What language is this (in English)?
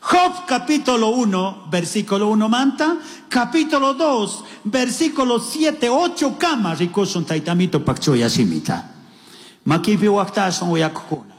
Chimborazo Highland Quichua